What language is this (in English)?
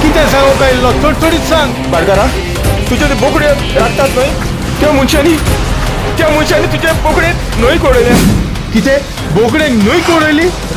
Konkani